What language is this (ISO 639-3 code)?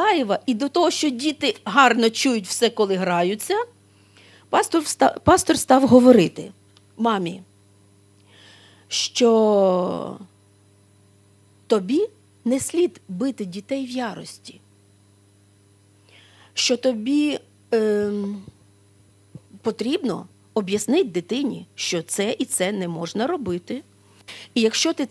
ukr